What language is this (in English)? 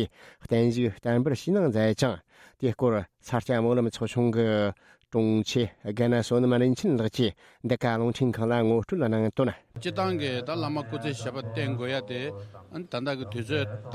Tibetan